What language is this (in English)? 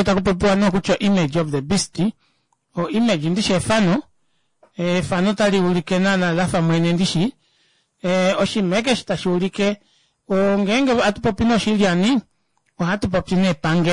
Kuanyama